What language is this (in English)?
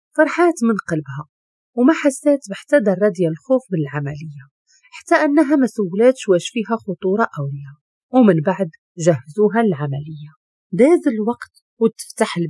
Moroccan Arabic